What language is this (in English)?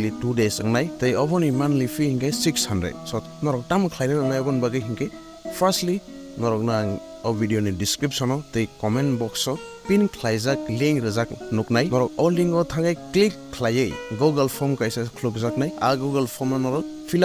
Kok Borok